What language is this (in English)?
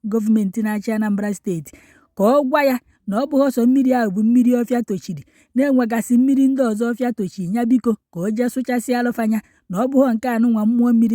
Igbo